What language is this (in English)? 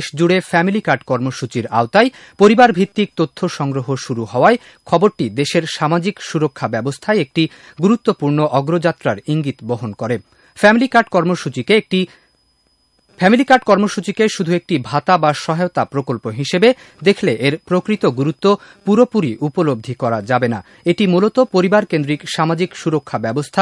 Bangla